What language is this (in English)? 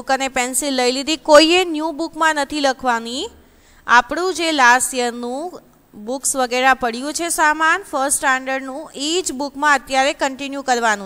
Gujarati